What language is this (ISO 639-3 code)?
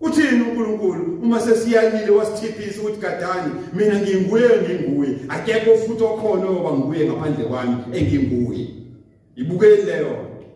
zul